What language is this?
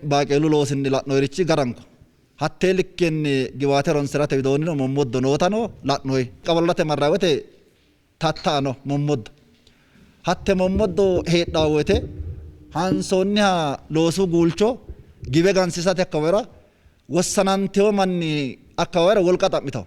Sidamo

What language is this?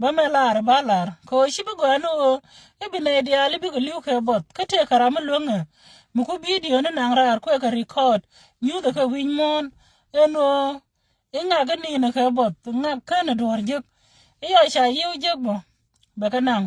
Nuer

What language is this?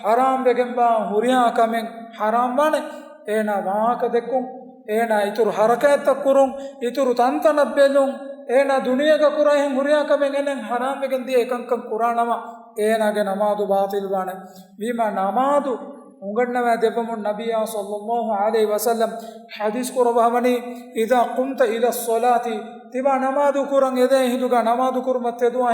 Divehi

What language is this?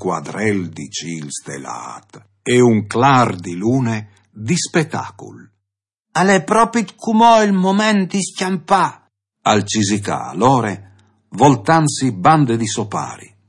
Friulian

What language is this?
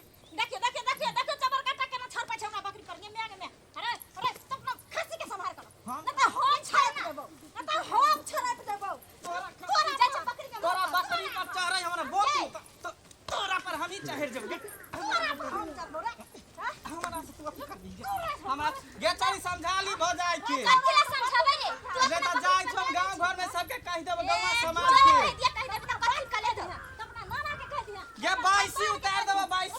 Maithili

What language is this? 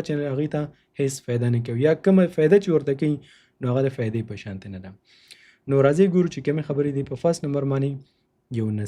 Pashto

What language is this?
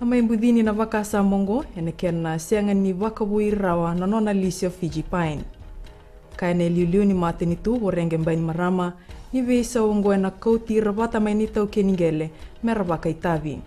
Fijian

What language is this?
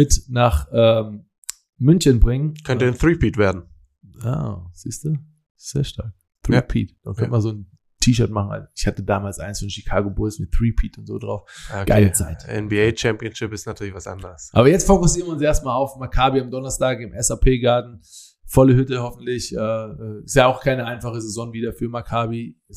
German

